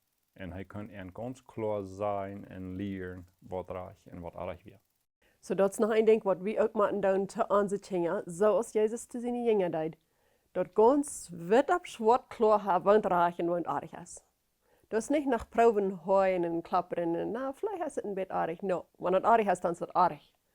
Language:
Plautdietsch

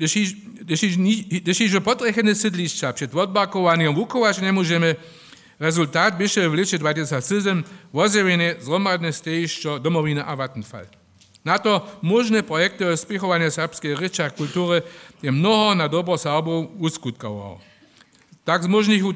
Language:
Upper Sorbian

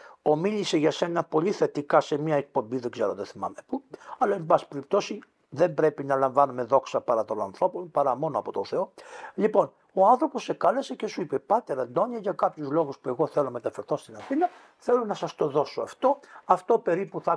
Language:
Greek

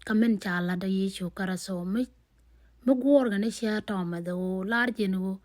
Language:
Nuer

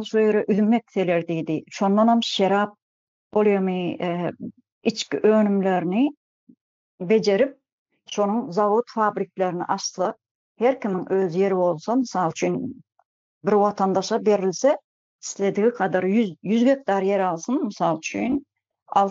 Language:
Turkmen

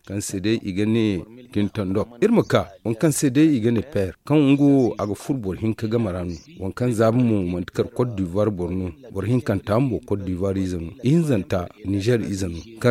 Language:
Zarma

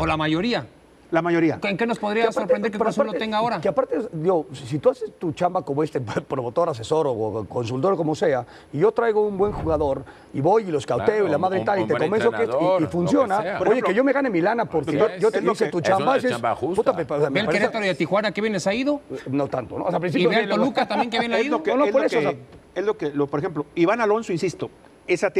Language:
Spanish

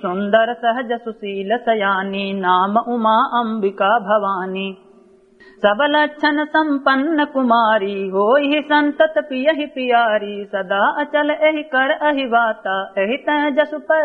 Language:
Awadhi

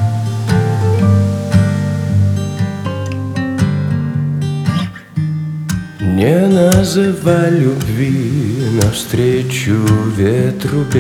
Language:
Russian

